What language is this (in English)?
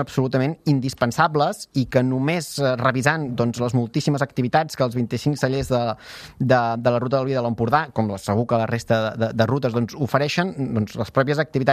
Catalan